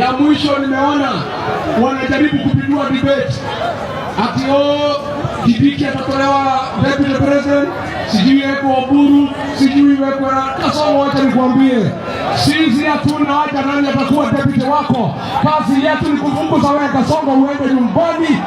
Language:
Swahili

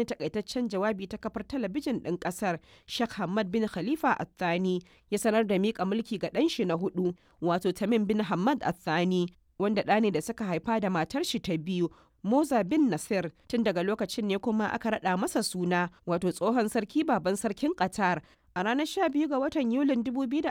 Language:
Hausa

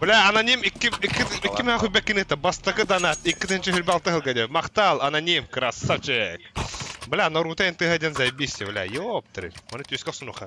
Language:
Yakut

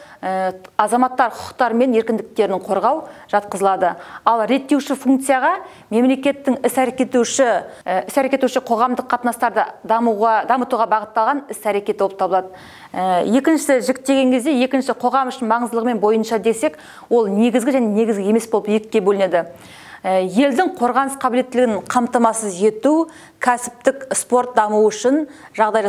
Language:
Kazakh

